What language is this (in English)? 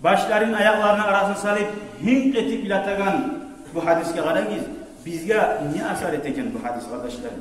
Kumyk